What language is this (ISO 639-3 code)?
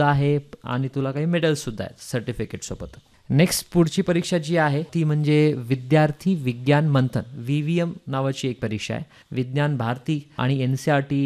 mar